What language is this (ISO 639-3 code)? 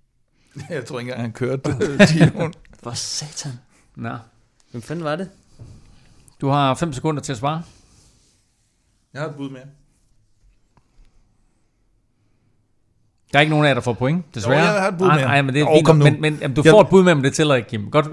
dan